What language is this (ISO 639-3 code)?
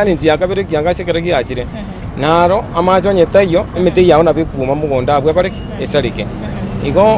guz